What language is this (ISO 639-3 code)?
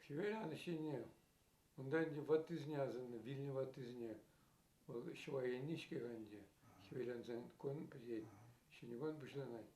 chv